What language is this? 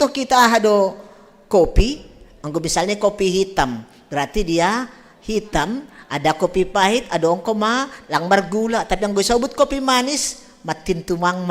Batak Simalungun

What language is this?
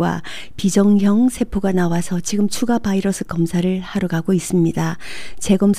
Korean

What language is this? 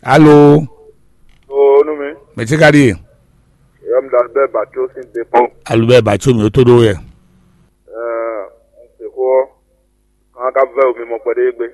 Fon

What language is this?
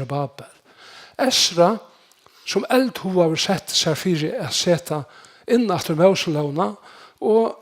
Faroese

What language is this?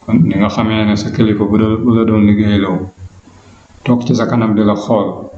Wolof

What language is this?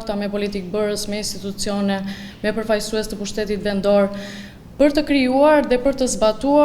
Albanian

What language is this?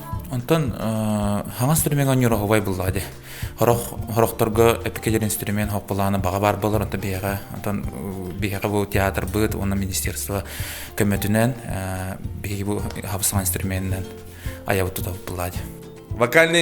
Yakut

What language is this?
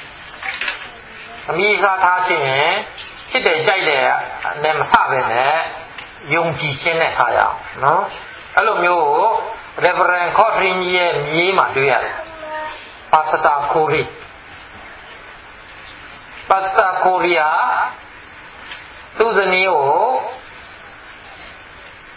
Burmese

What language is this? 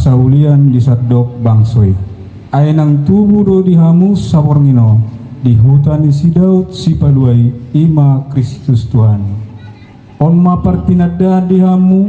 Batak Toba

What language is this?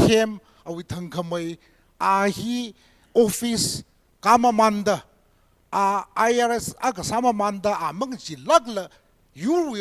Tangkhul Naga (India)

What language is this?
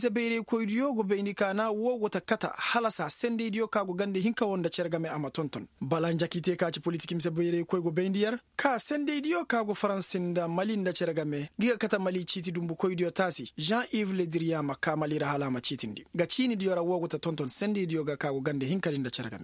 Koyraboro Senni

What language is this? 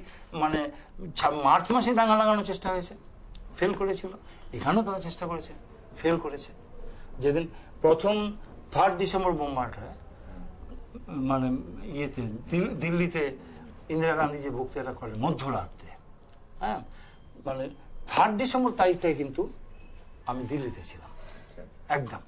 Bangla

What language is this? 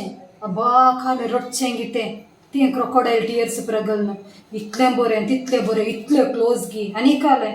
Konkani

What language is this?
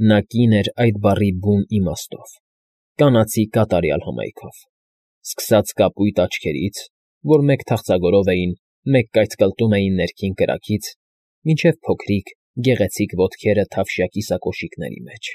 Armenian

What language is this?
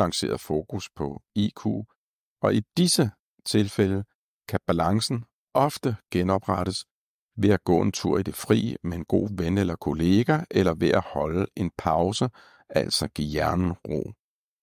Danish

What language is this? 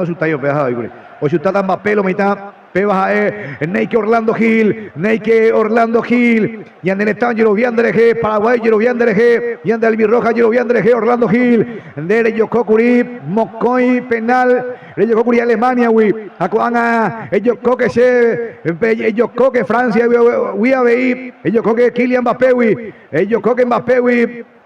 Guarani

